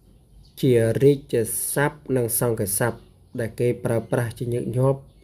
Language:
Khmer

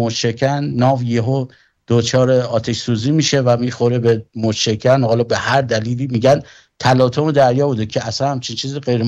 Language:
Persian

